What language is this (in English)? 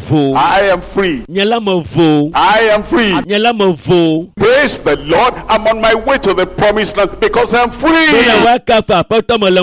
Ewe